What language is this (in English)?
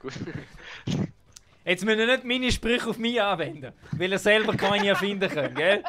Swiss German